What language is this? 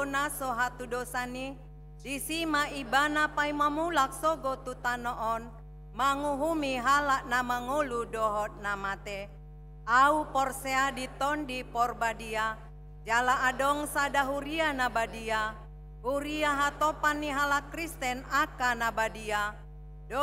Batak Toba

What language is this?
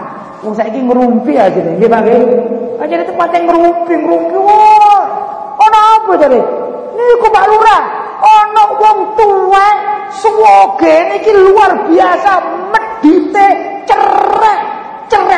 Javanese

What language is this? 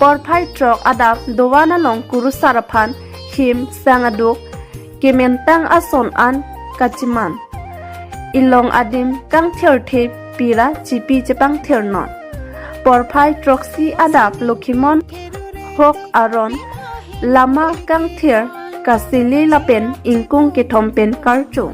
Karbi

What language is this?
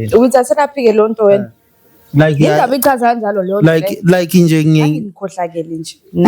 Zulu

